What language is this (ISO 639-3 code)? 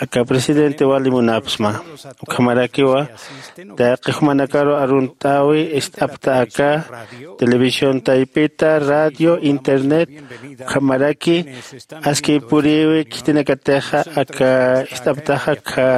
aym